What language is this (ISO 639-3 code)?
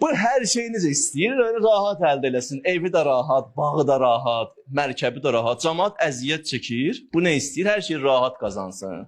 aze